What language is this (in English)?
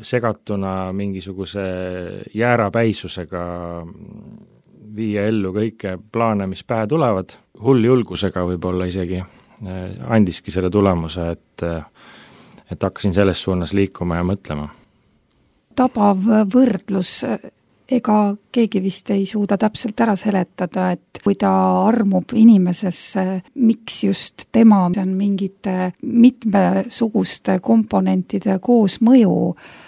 Estonian